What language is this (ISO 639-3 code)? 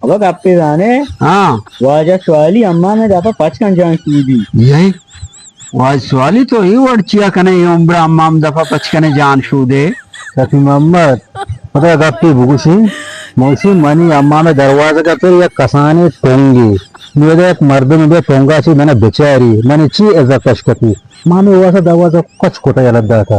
bal